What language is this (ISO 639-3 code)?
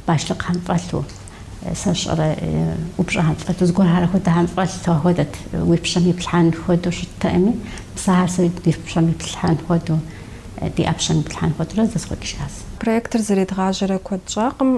kbd